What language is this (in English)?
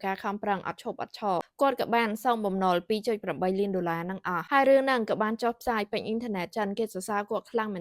Khmer